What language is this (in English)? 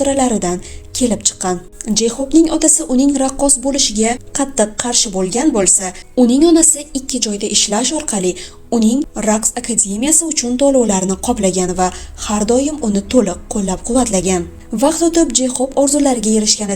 Uzbek